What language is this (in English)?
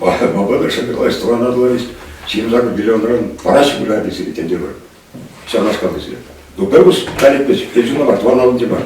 Chuvash